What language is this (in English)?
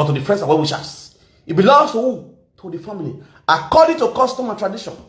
Nigerian Pidgin